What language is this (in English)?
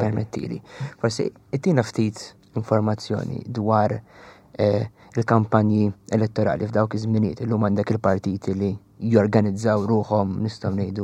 Maltese